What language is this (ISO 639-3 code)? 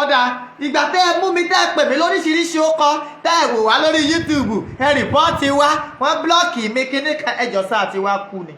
yor